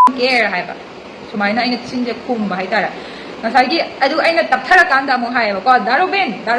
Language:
Manipuri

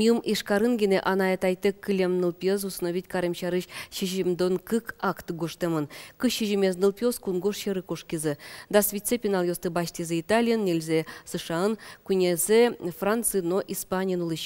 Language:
Udmurt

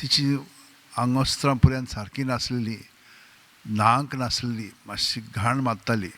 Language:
Konkani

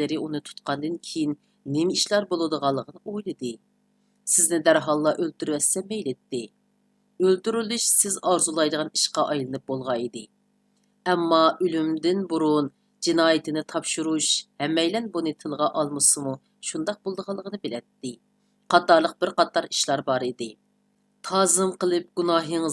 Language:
Uyghur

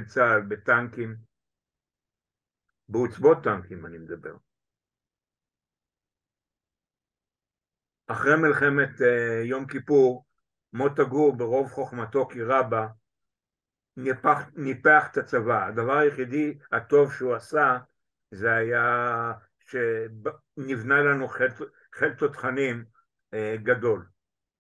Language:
Hebrew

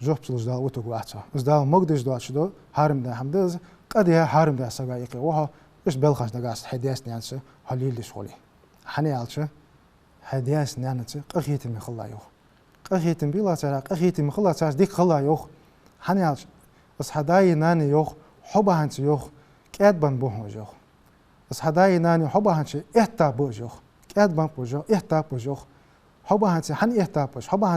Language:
Ingush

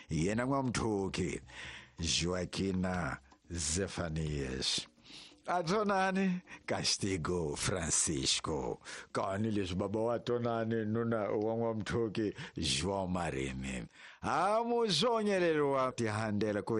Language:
Tsonga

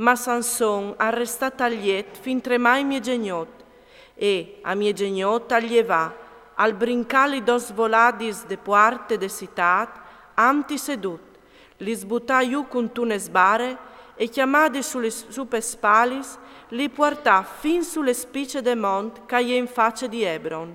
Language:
Friulian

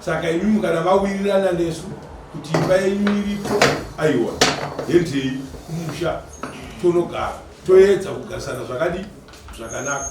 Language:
Shona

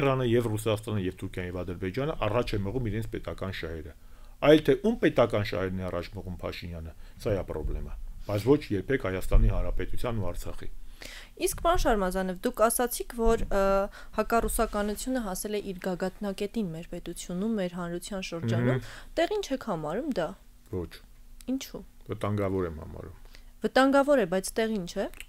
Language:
Armenian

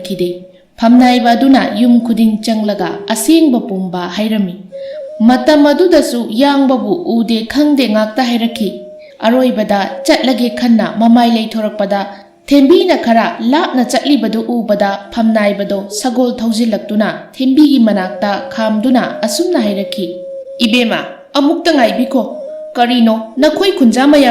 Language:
Manipuri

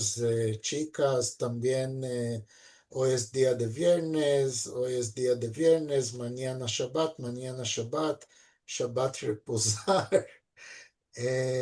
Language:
Ladino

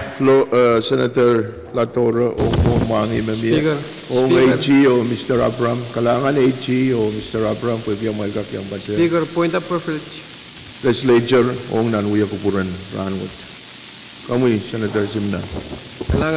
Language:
Pohnpeian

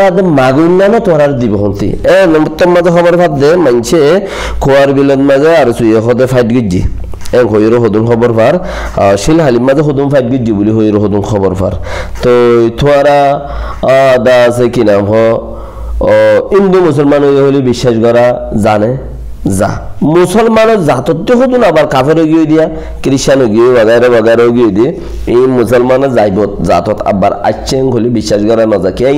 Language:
Rohingya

